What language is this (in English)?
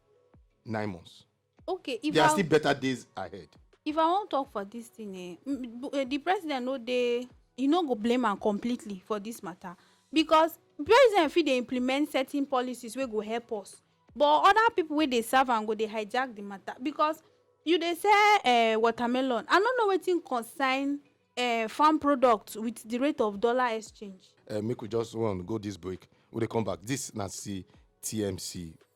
Nigerian Pidgin